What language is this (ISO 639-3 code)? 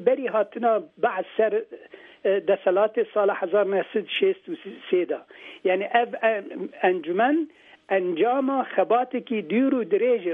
kur